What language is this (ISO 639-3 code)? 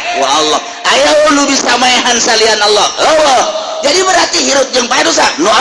sun